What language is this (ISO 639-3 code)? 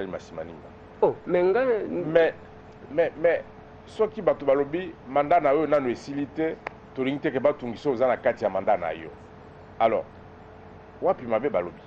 lin